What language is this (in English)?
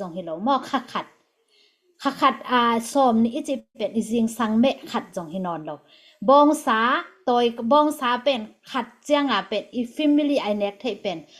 Tedim Chin